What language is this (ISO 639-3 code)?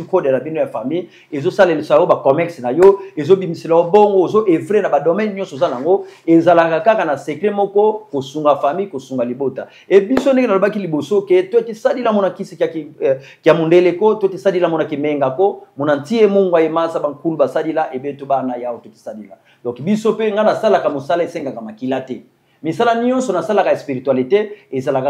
lin